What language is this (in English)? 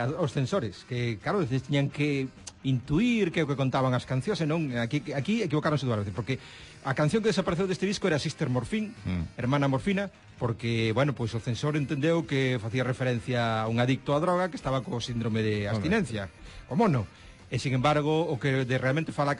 Galician